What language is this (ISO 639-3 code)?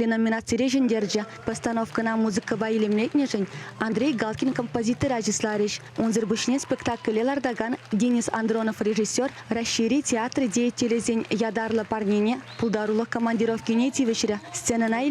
chv